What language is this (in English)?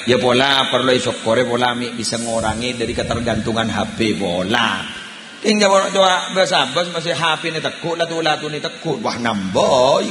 Madurese